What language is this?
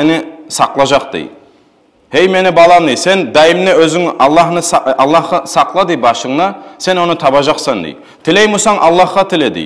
Kumyk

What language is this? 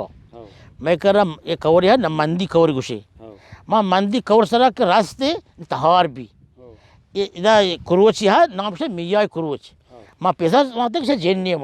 Baluchi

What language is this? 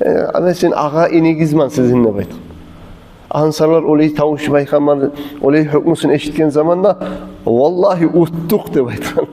Kumyk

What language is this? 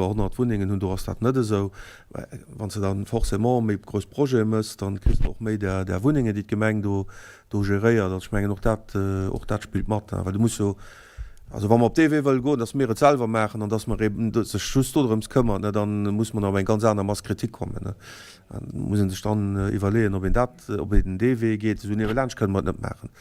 Luxembourgish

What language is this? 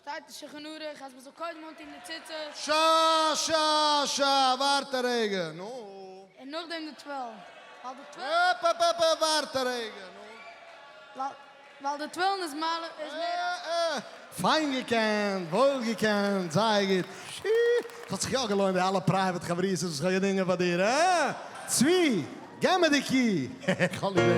Yiddish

